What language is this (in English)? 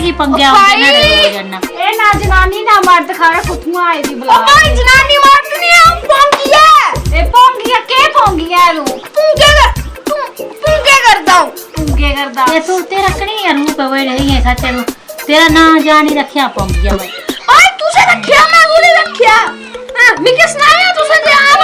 Dogri